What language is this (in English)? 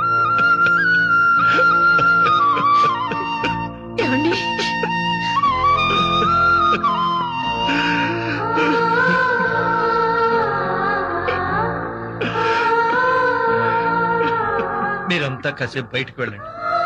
Telugu